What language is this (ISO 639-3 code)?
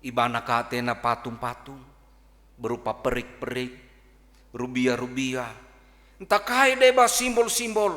btx